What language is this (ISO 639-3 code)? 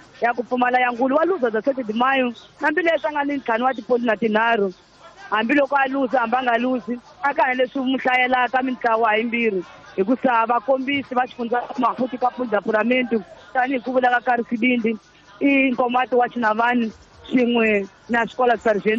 tso